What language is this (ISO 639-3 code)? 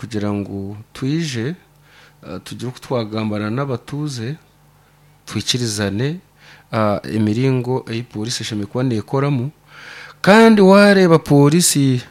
nyn